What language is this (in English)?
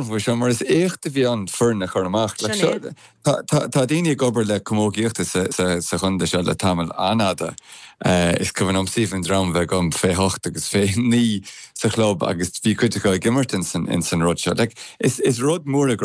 Irish